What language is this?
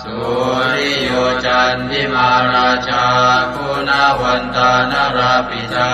Pali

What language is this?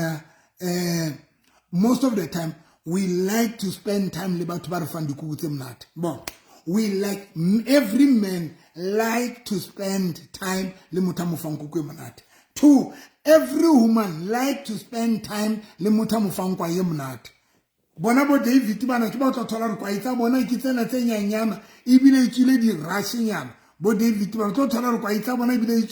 Southern Sotho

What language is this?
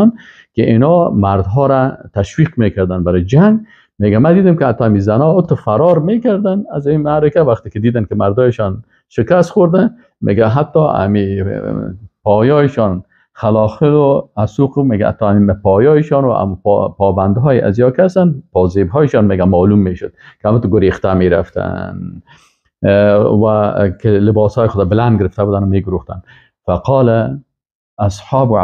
Persian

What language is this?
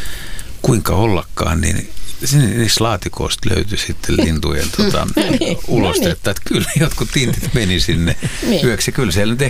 Finnish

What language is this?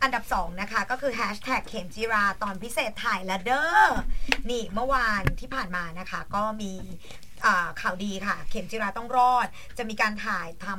Thai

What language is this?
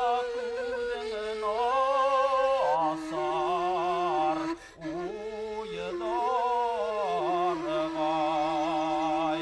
Bashkir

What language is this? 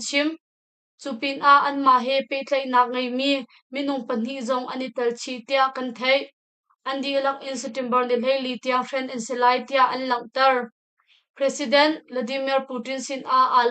Hakha Chin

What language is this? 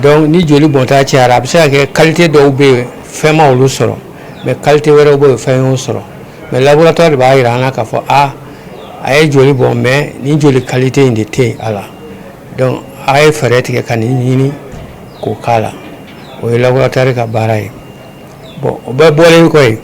Bambara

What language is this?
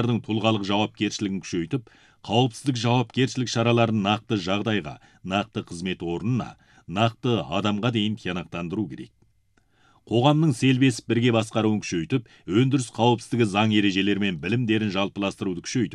Kazakh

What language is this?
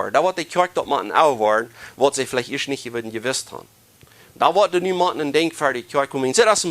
Plautdietsch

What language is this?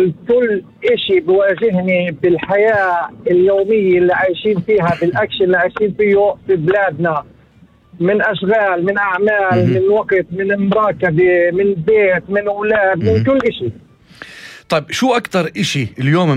North Levantine Arabic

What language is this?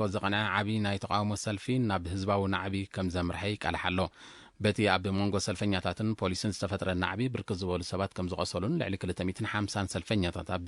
Tigrinya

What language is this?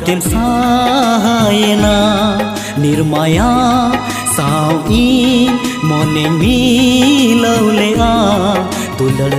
Santali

